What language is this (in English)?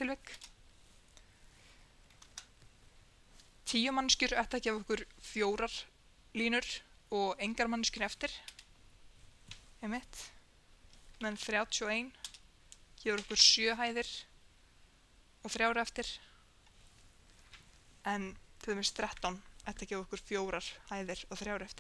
Icelandic